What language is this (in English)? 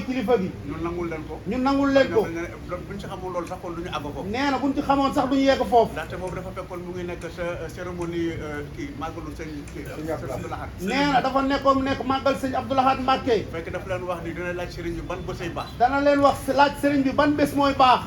Wolof